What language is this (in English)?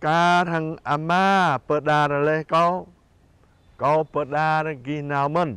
Jarai